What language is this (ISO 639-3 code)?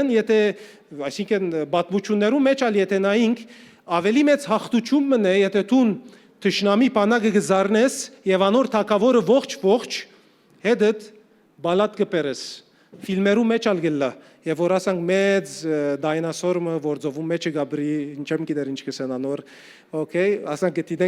hyw